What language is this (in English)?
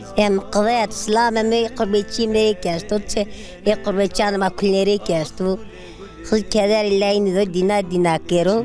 Zaza